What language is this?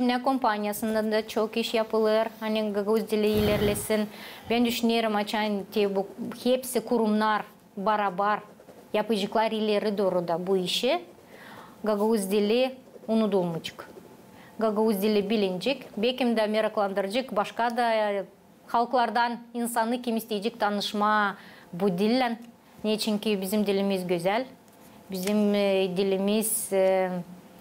Gagauz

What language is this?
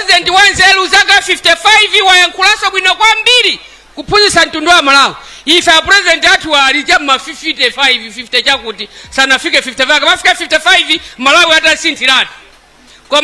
Nyanja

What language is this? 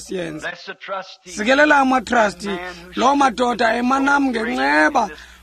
Xhosa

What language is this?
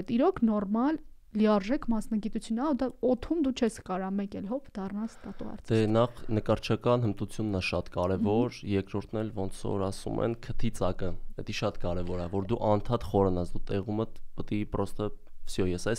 Armenian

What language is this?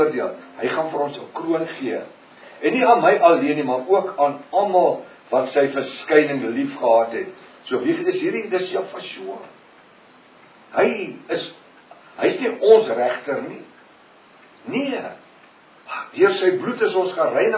Afrikaans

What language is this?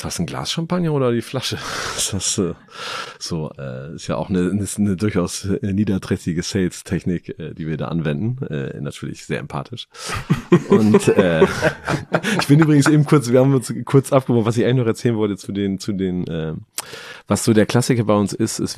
German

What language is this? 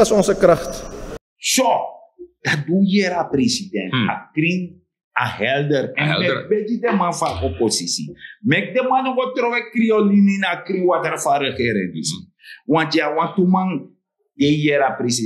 Sranan Tongo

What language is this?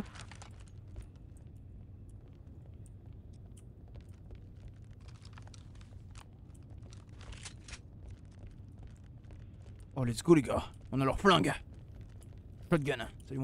French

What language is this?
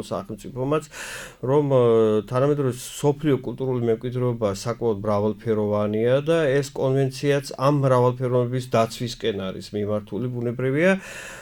Georgian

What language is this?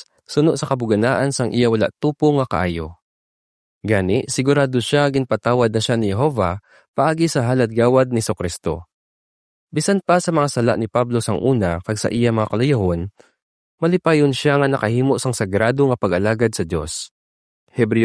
Hiligaynon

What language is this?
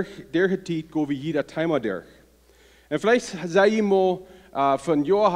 Plautdietsch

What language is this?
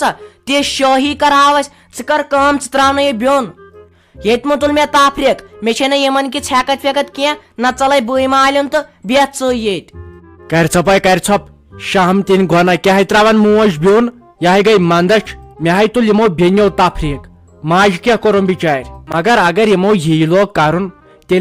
Kashmiri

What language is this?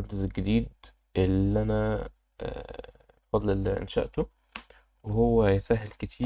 Egyptian Arabic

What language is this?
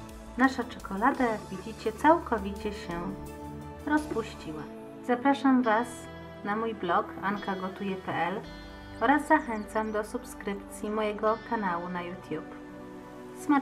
Polish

